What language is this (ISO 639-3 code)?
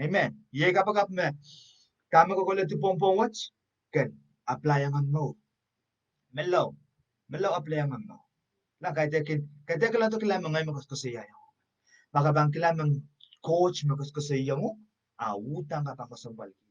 pon